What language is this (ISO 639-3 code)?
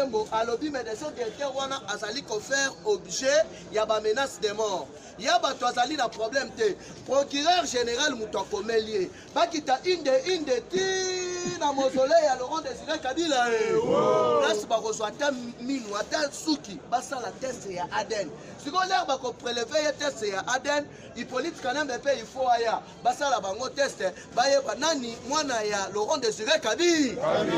lin